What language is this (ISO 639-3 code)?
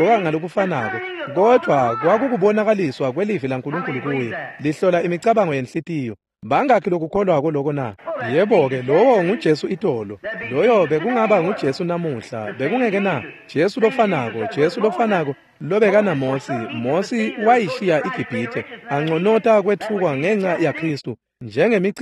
ssw